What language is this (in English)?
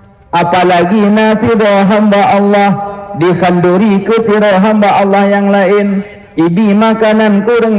Achinese